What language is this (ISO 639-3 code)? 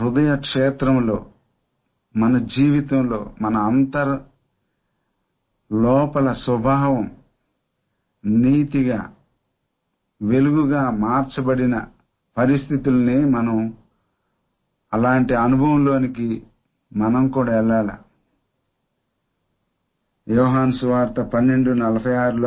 tel